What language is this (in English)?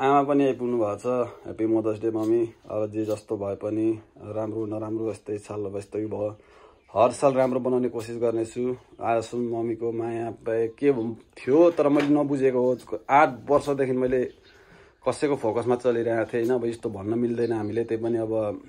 Nepali